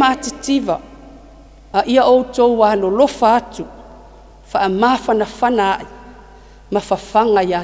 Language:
Samoan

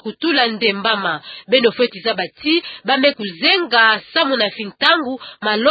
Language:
Kituba (Democratic Republic of Congo)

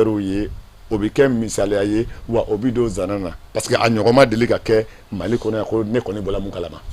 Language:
Bambara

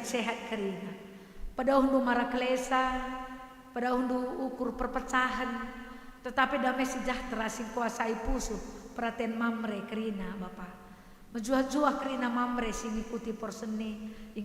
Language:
Batak Karo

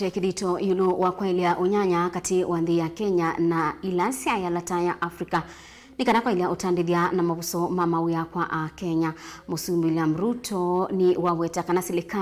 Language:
Kamba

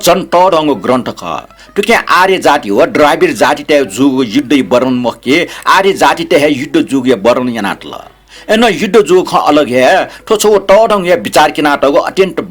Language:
Newari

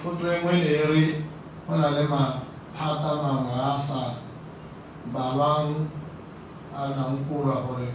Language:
Tswana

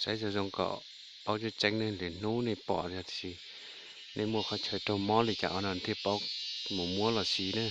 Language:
Hmong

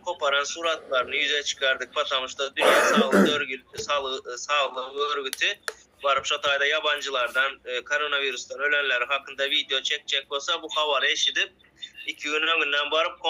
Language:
Turkmen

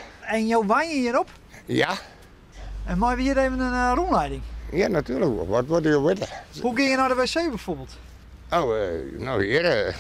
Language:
Western Frisian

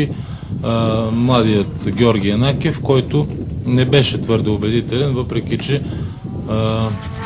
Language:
Bulgarian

